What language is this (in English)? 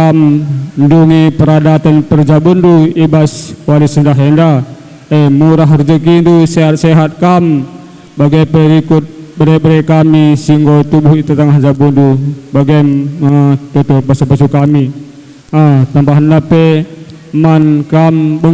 Batak Karo